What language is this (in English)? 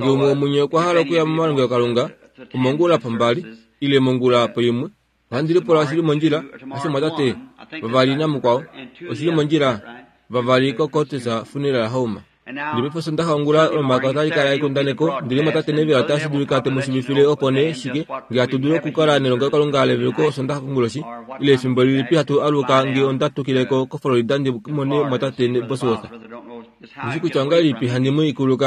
Kuanyama